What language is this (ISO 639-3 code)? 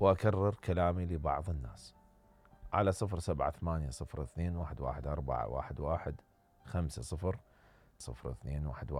acm